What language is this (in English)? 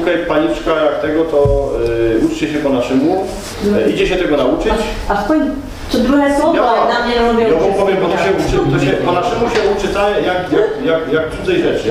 Silesian